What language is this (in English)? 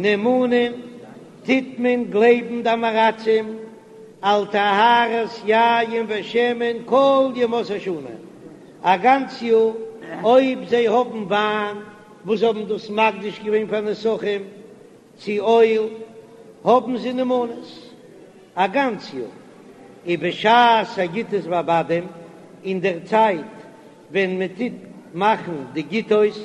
Yiddish